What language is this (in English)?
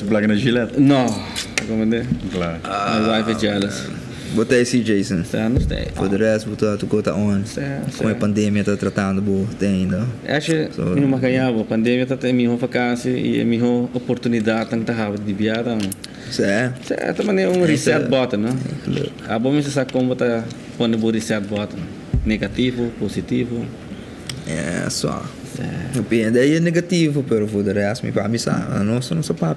Papiamento